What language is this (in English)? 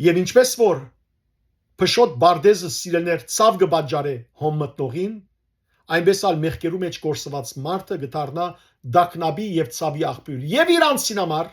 Western Armenian